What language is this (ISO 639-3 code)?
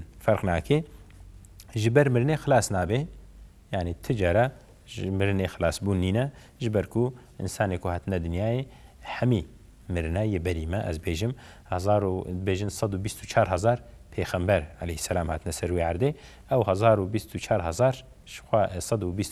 kur